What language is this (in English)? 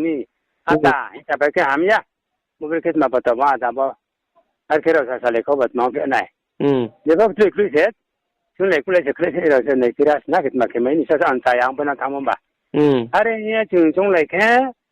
Riang (India)